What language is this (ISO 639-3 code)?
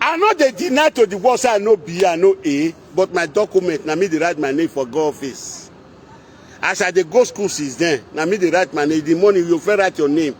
pcm